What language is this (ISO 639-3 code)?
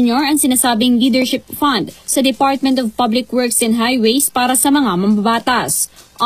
fil